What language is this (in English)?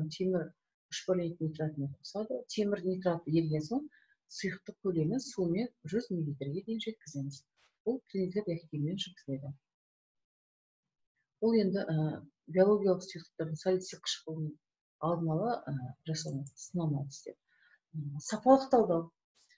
Kazakh